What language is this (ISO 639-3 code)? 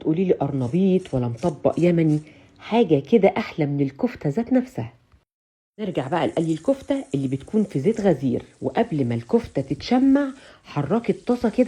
arz